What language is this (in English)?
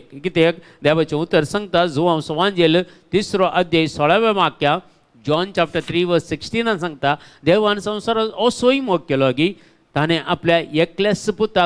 Konkani